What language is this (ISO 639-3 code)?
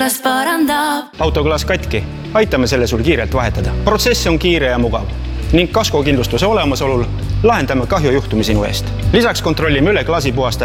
est